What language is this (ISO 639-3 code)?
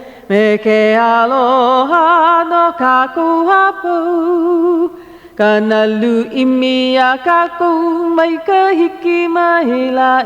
haw